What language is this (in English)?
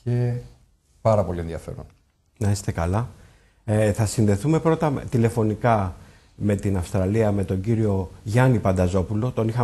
Greek